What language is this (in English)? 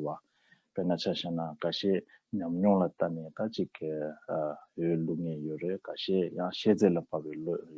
Tibetan